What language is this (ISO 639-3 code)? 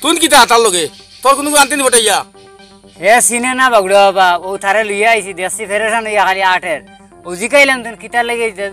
syl